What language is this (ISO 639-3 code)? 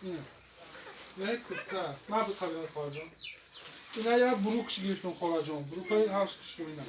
tgk